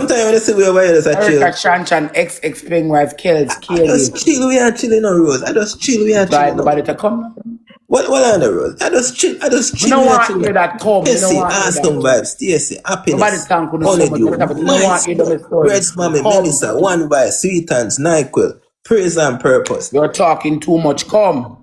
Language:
Jamaican Creole English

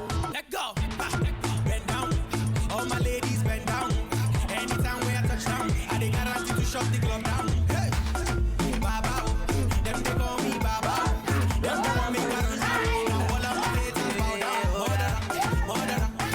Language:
Nigerian Pidgin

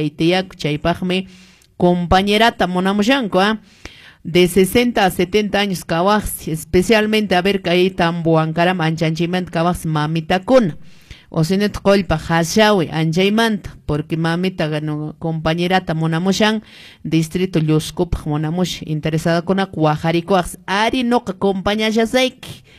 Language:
Quechua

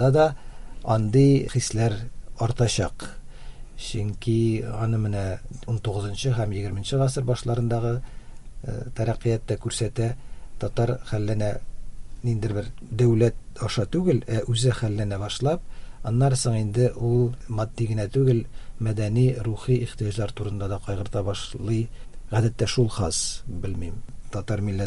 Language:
Tatar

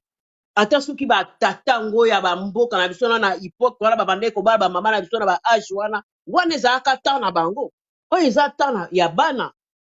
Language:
Lingala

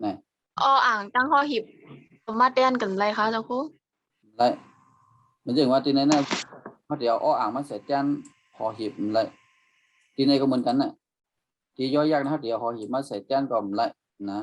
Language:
Shan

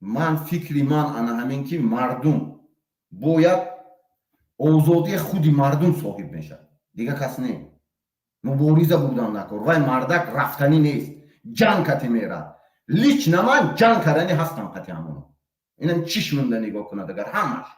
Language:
Tajik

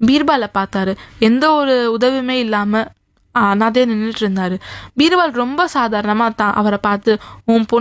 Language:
Tamil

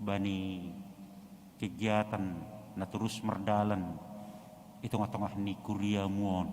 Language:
Batak Simalungun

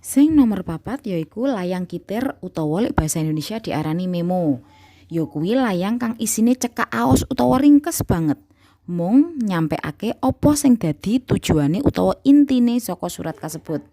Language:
Javanese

